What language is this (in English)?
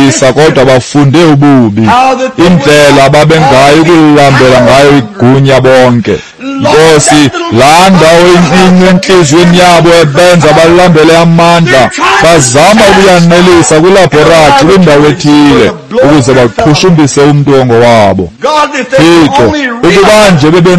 Xhosa